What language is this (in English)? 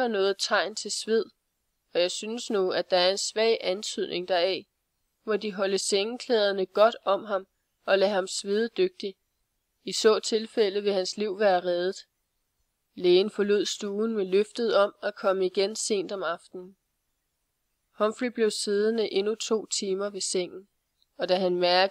Danish